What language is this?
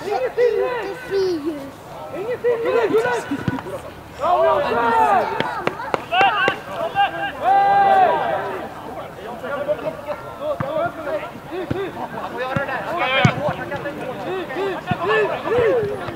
Swedish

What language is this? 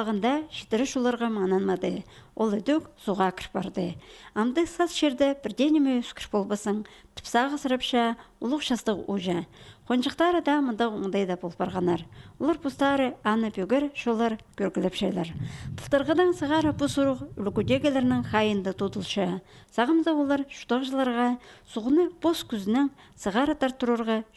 Khakas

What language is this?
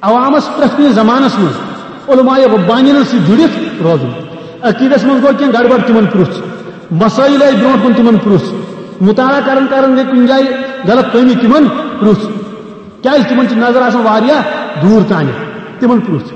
Kashmiri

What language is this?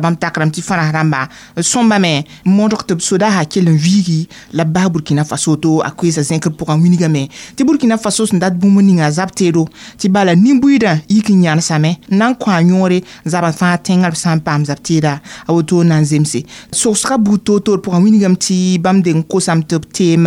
Mossi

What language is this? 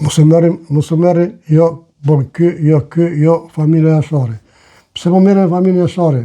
Albanian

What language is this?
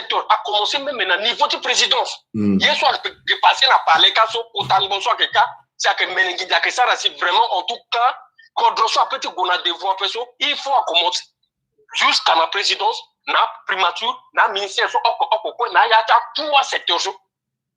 Sango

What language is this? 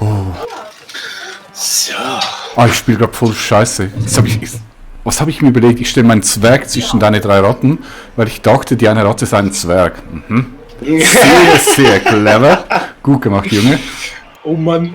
Swiss German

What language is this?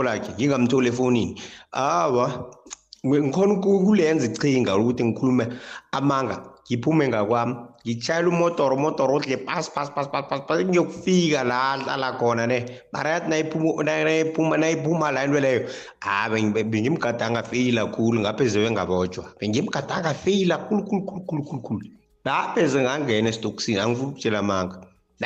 South Ndebele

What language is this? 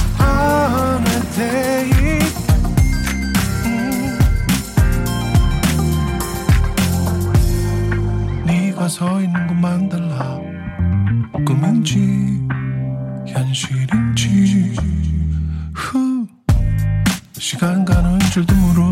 Korean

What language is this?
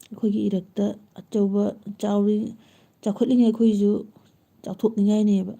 Manipuri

